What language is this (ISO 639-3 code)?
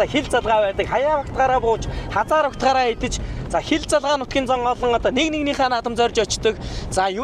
mon